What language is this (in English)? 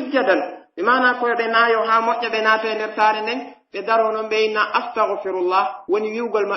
Pular